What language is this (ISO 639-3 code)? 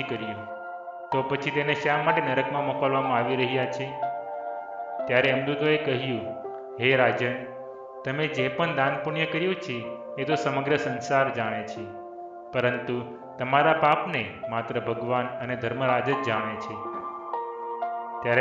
guj